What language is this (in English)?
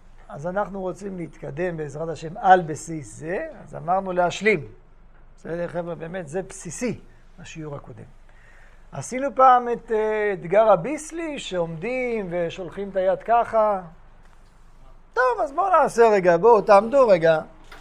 Hebrew